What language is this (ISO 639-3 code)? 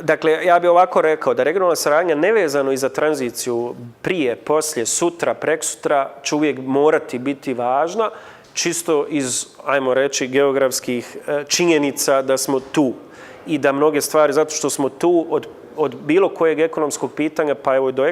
bos